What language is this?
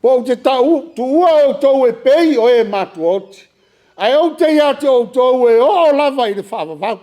Samoan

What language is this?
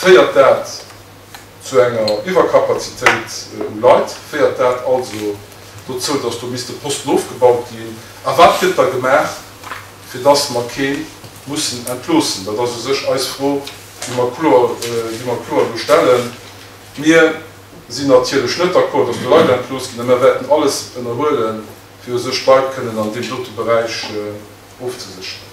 Luxembourgish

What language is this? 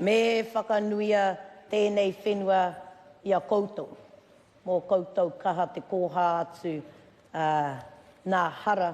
Māori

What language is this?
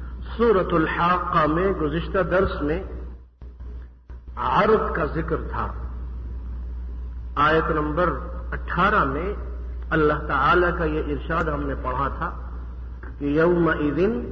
Urdu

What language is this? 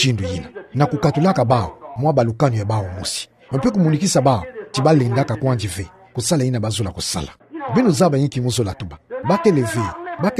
Kituba (Democratic Republic of Congo)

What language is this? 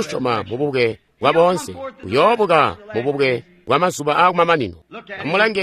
Tonga (Zambia)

